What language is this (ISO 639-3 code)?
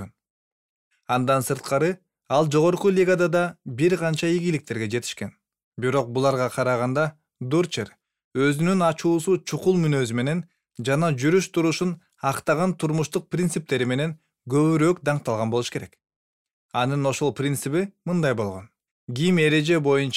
kir